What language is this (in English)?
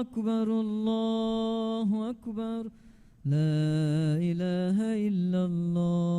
Divehi